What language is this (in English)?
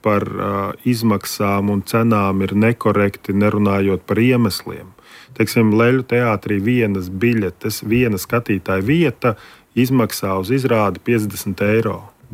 Latvian